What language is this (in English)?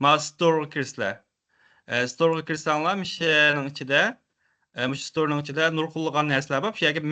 Uyghur